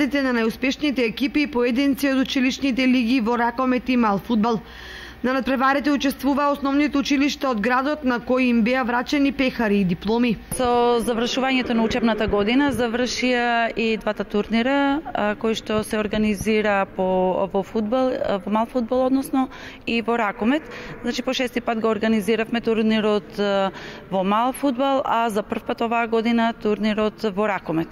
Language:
Macedonian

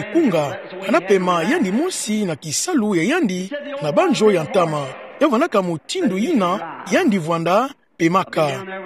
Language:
Kituba (Democratic Republic of Congo)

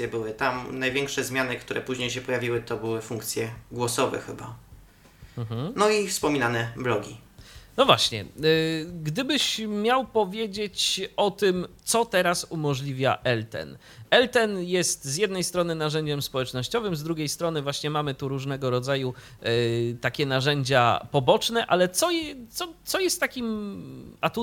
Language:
Polish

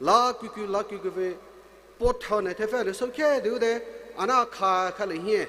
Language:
Poumei Naga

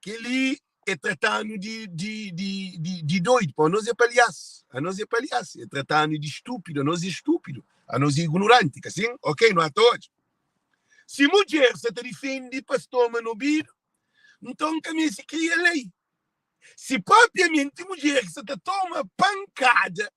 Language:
Kabuverdianu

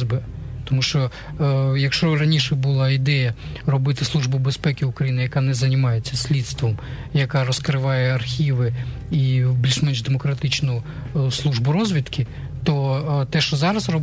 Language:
Ukrainian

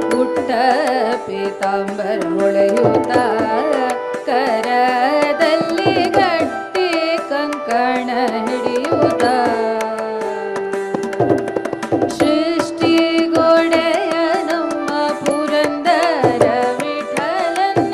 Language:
Kannada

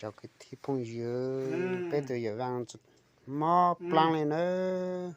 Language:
Hmong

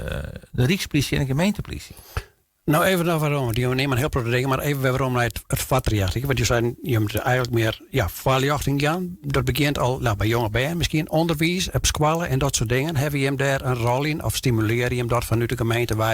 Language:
Western Frisian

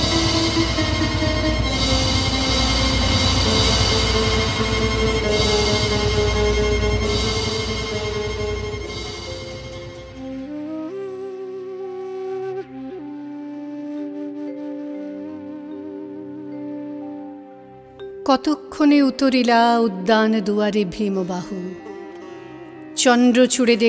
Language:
Bangla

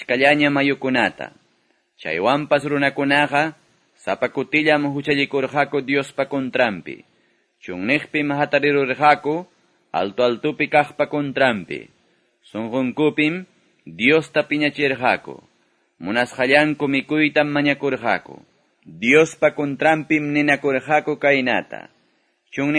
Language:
Quechua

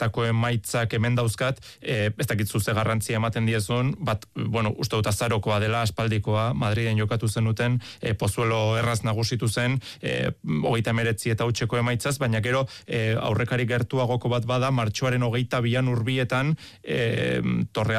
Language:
Basque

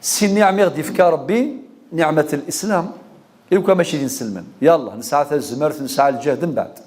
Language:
Kabyle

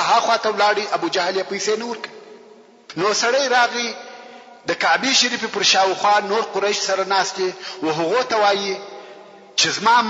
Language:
Pashto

